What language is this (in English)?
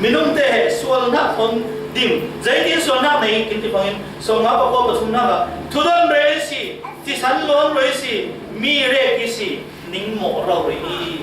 Falam Chin